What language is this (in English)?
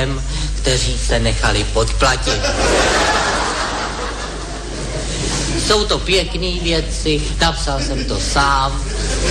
Czech